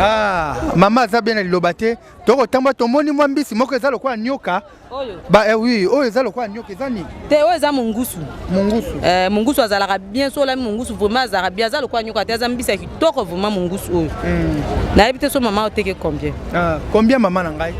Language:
Lingala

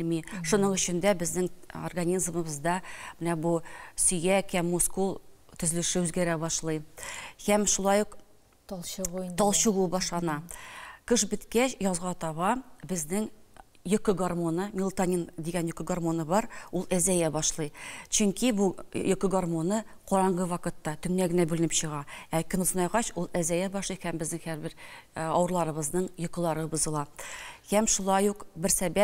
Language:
Tatar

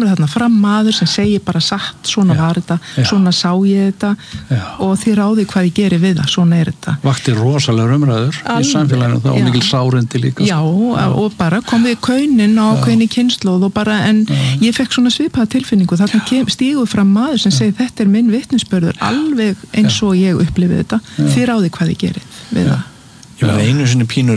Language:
Icelandic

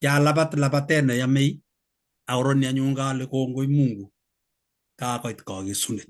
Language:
Kalenjin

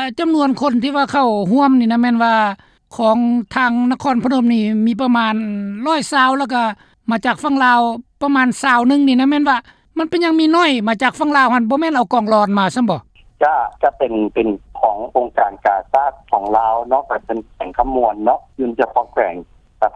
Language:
Lao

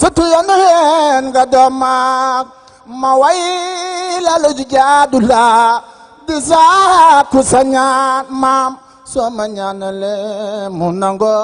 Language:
Wolof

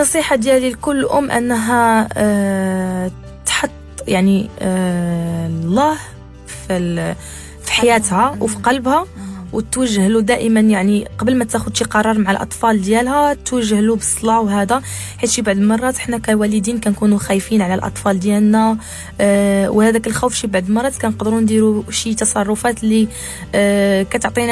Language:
Moroccan Arabic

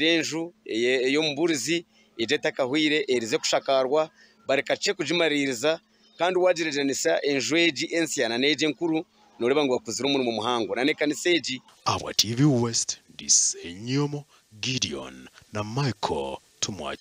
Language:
Nyankole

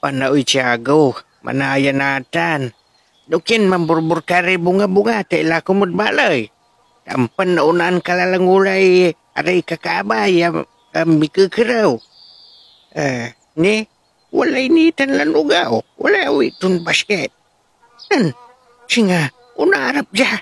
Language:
Pangasinan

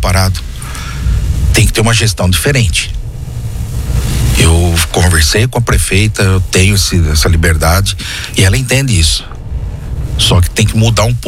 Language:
Portuguese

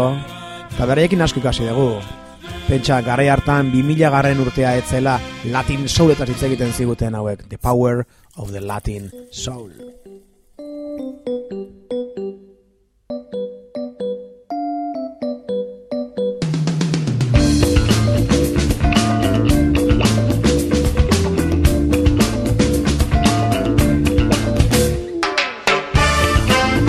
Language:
Basque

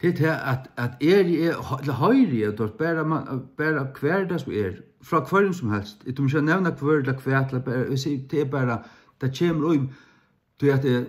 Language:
Faroese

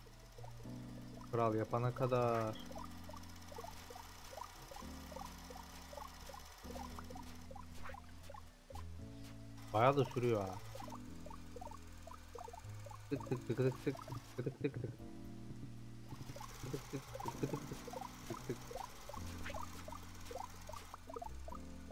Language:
Turkish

